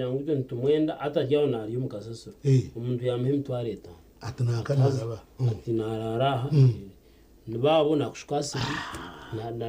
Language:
Nyankole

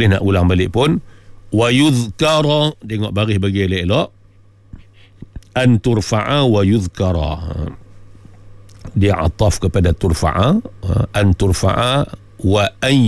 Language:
Malay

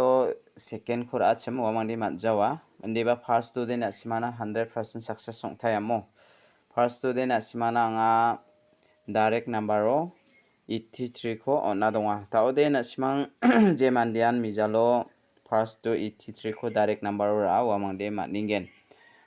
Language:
Garo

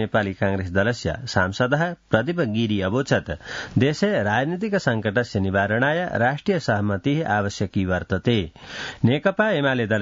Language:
Sanskrit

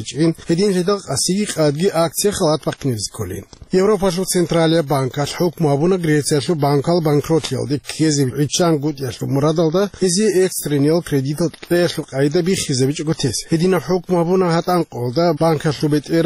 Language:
Avaric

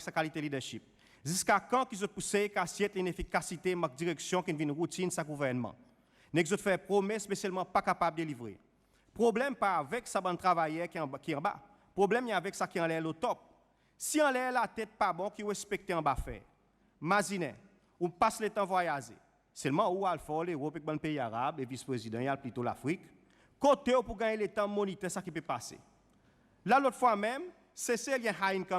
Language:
Seselwa Creole French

